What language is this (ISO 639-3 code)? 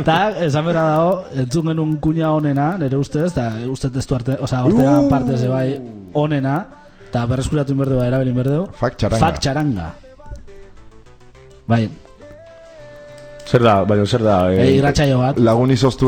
eus